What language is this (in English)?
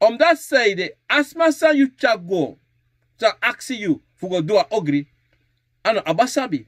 Sranan Tongo